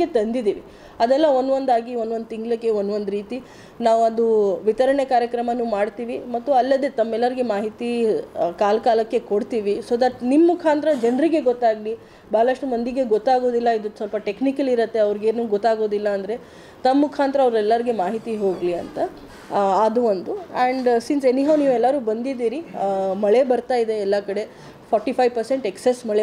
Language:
Kannada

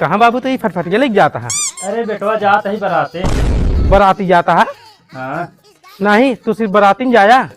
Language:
Awadhi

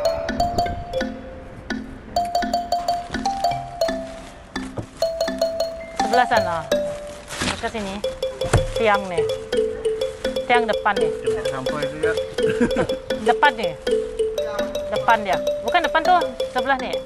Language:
Malay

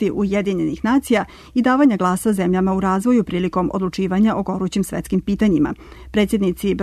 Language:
Serbian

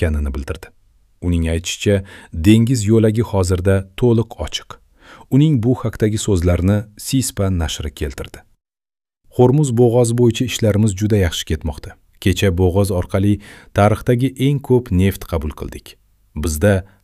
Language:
Uzbek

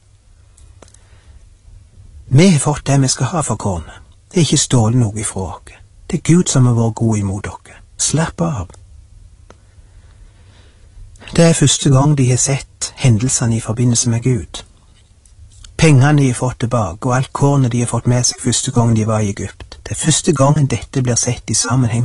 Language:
Norwegian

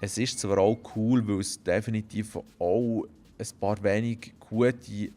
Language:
Swiss German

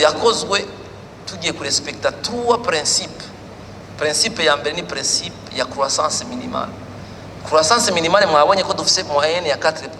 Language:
Rundi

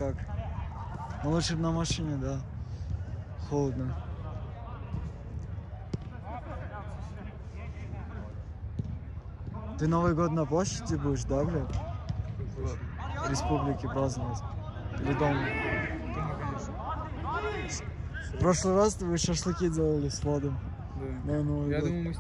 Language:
Russian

